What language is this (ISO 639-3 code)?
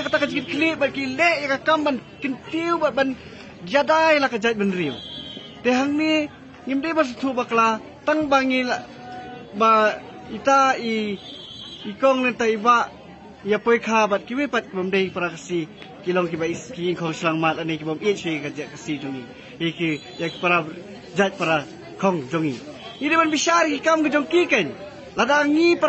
kha